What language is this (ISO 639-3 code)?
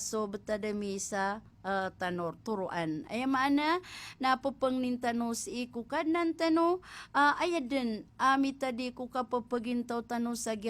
mrw